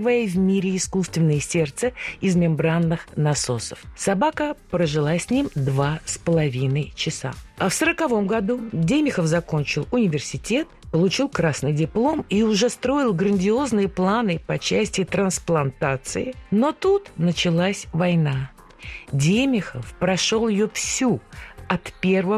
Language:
Russian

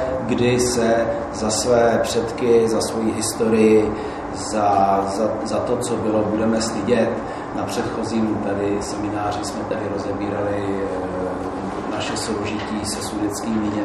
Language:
Czech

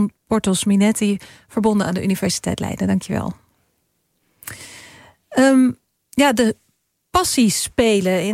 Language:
Dutch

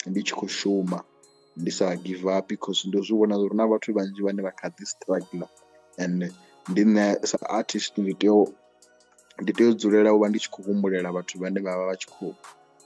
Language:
Venda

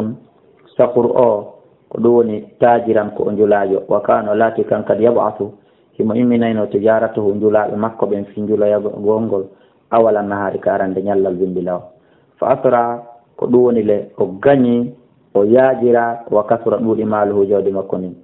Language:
Fula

